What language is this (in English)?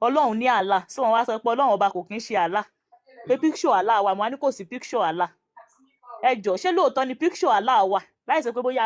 Yoruba